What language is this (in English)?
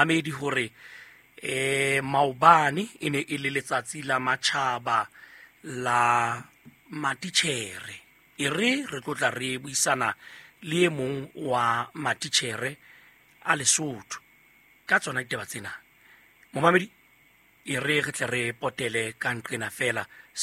Southern Sotho